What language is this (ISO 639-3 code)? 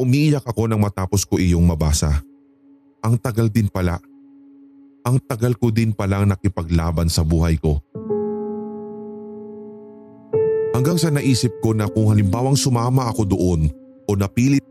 fil